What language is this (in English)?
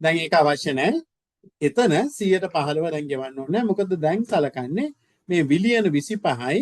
Sinhala